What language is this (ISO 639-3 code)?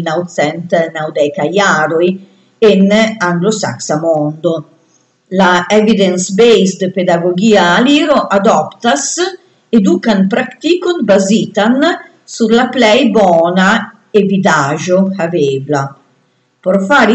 epo